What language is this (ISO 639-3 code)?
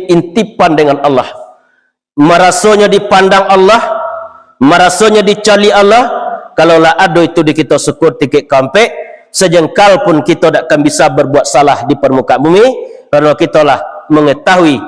min